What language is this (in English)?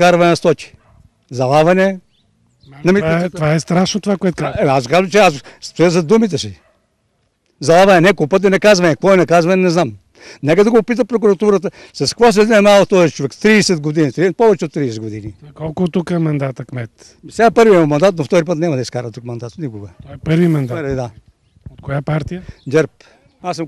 Bulgarian